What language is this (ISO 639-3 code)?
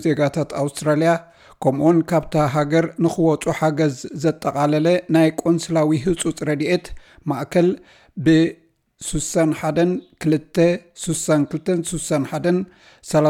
tir